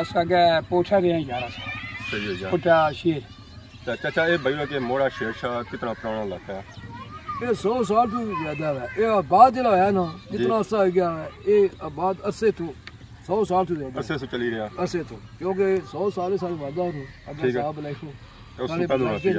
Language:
Pahari-Potwari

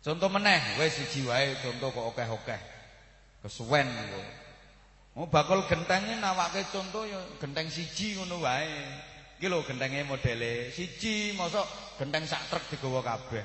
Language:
Javanese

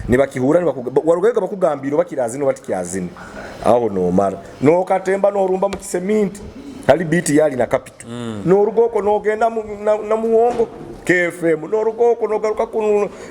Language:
Nyoro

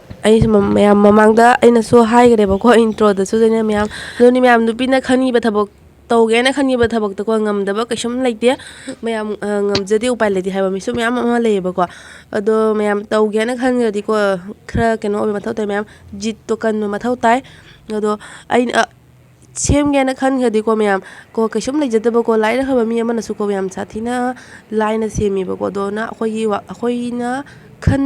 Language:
Manipuri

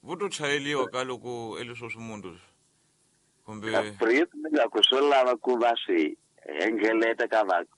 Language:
Tsonga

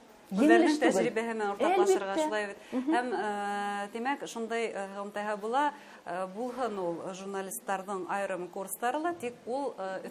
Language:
Bashkir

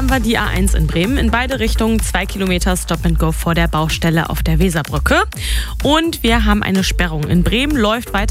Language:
German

